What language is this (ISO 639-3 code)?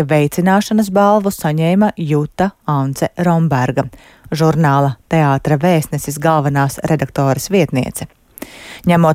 lav